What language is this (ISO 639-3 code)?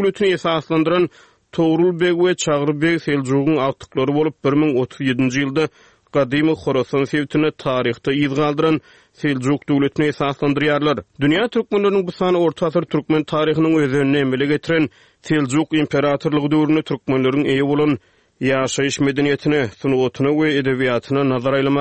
tuk